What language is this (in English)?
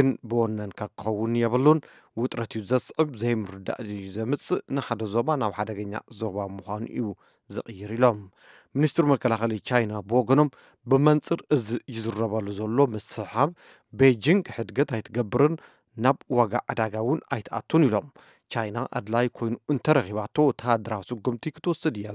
Tigrinya